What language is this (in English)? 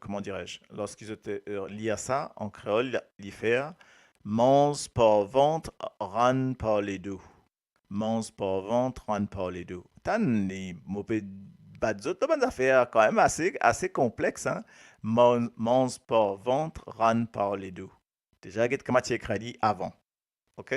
Morisyen